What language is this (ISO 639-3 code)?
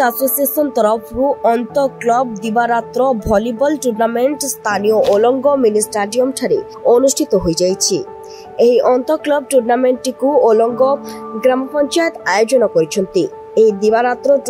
ori